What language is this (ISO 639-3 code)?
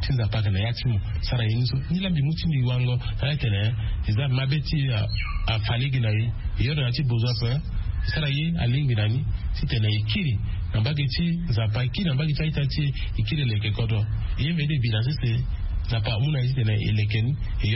sag